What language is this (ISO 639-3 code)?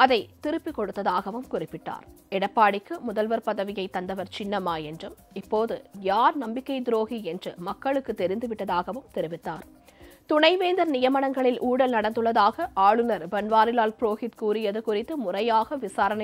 tam